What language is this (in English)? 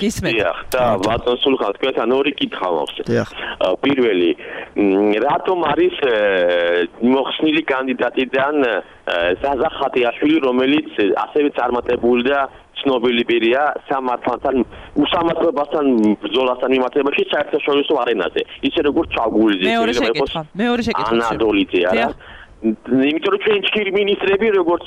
Georgian